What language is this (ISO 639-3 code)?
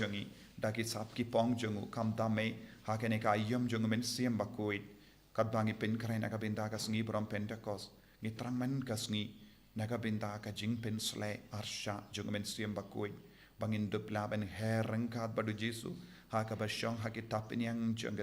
kha